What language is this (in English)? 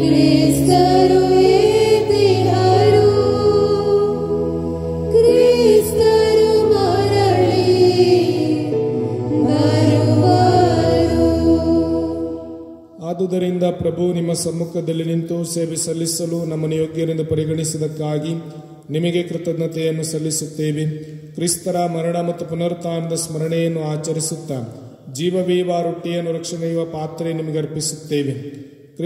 Kannada